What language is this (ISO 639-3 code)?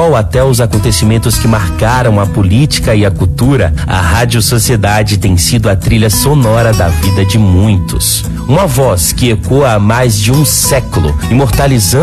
por